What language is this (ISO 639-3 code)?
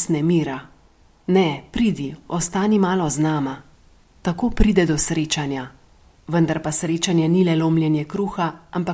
slv